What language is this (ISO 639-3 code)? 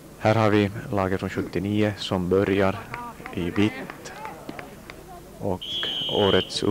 swe